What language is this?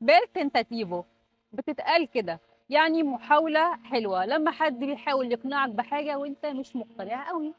Egyptian Arabic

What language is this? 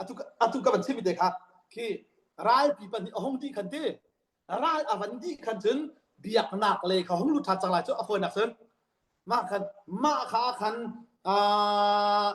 Hakha Chin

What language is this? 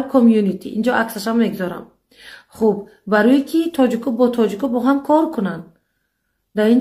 Tajik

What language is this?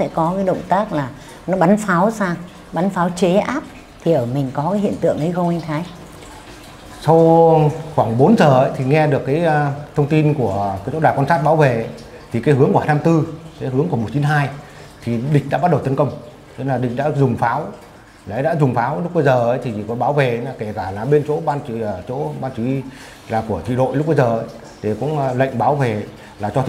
Vietnamese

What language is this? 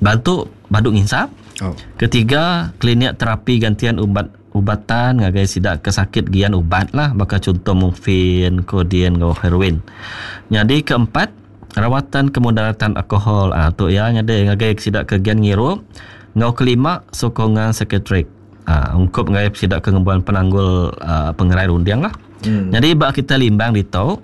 Iban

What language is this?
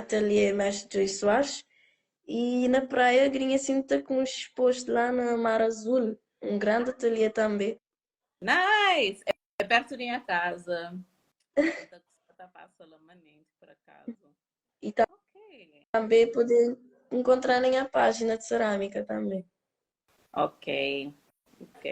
Kabuverdianu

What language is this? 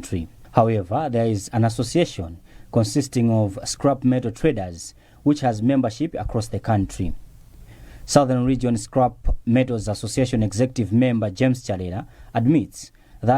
English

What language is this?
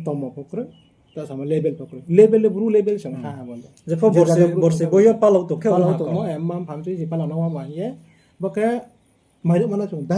Riang (India)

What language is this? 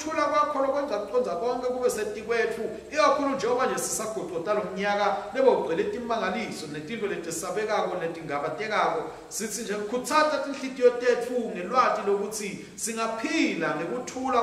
Swati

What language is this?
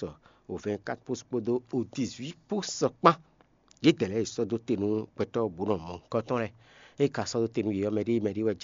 Fon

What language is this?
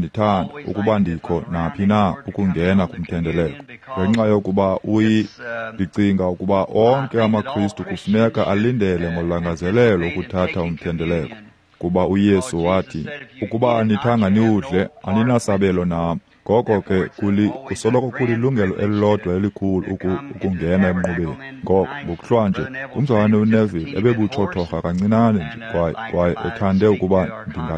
Xhosa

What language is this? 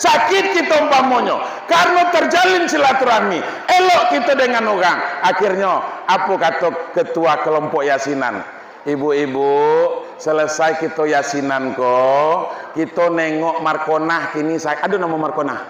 Minangkabau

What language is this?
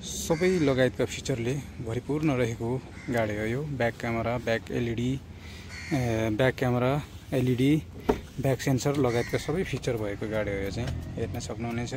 Nepali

